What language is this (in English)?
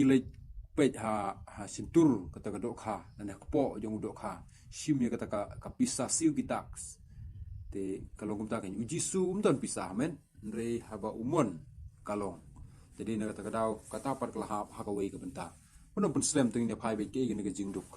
Khasi